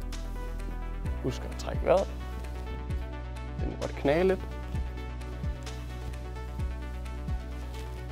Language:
Danish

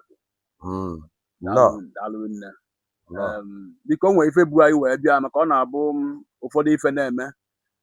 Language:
Igbo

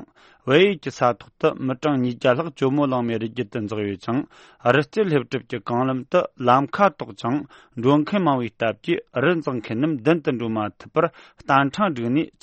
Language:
Tibetan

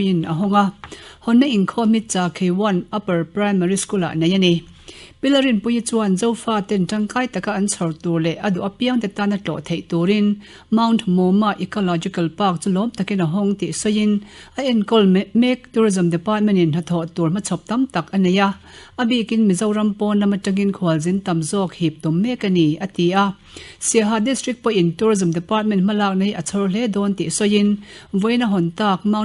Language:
Mizo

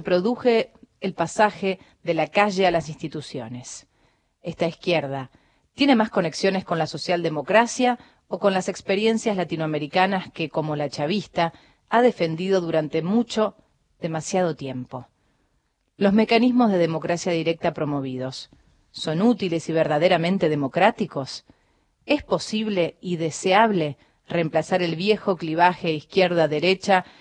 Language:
Spanish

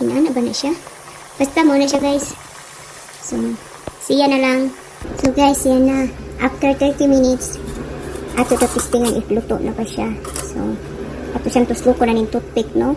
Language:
Cebuano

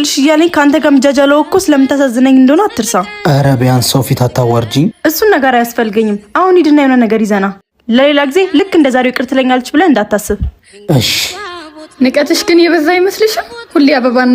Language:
Amharic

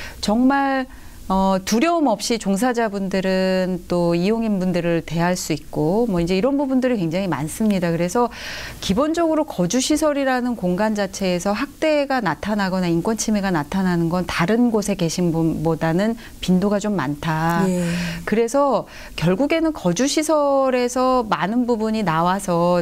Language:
Korean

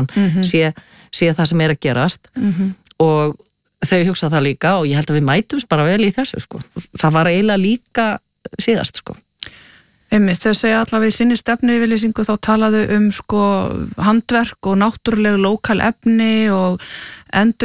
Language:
Icelandic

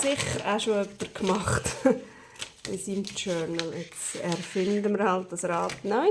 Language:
Swiss German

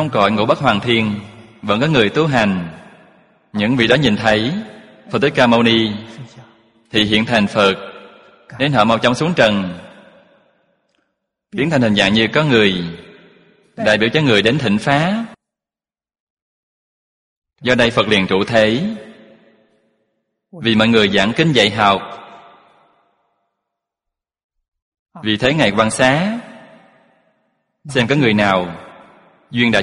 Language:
Vietnamese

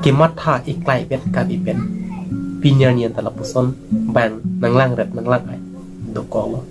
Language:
Karbi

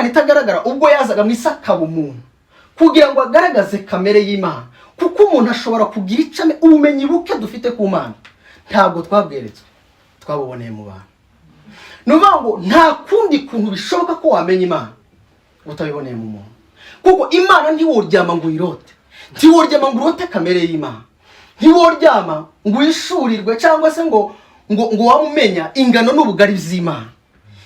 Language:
Kinyarwanda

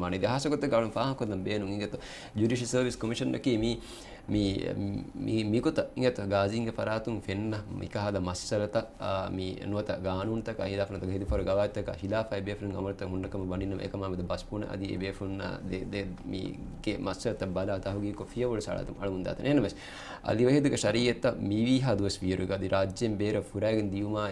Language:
Divehi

